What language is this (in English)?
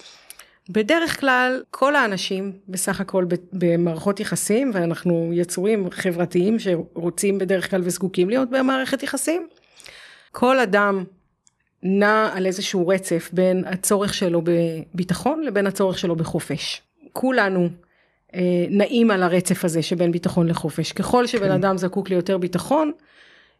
Hebrew